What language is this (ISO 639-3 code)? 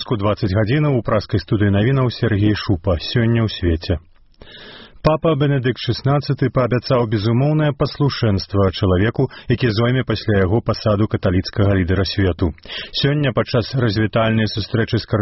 bel